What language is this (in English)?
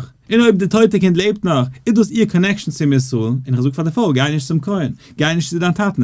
Yiddish